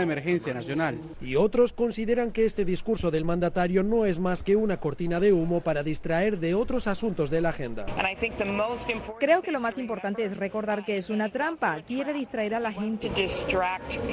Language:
Spanish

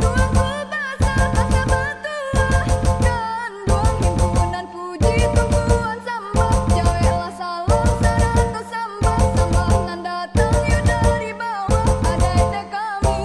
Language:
Minangkabau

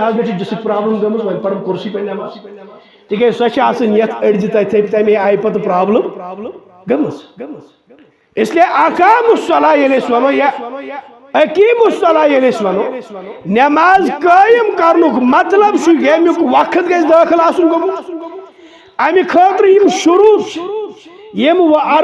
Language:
Kashmiri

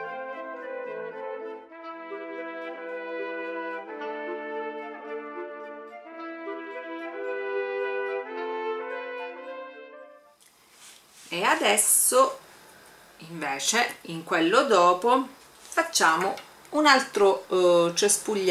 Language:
Italian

